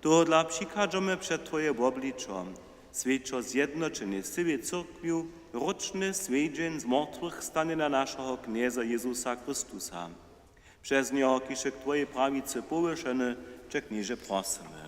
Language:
Upper Sorbian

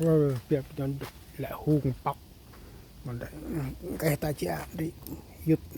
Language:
Central Mnong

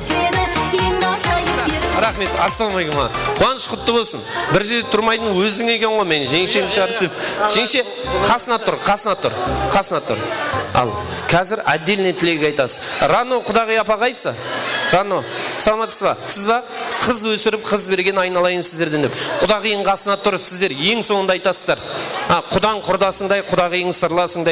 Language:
Kara-Kalpak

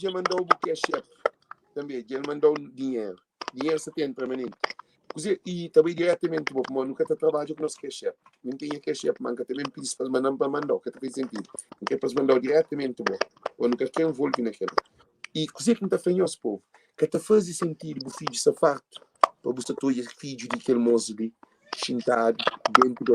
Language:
Kabuverdianu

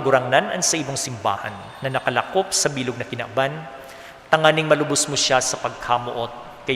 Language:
Bikol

